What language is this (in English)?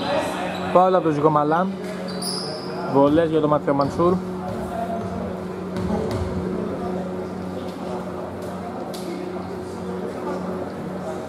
Greek